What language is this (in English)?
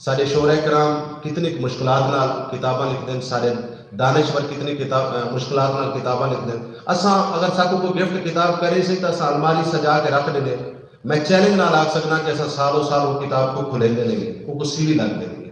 Saraiki